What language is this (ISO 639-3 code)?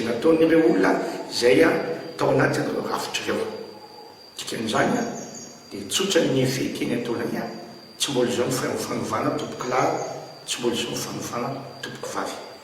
mlg